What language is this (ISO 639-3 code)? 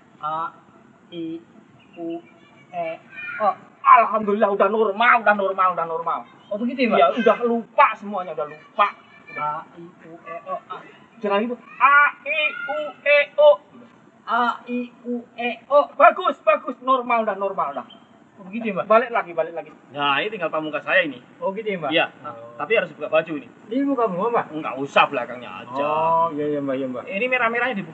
bew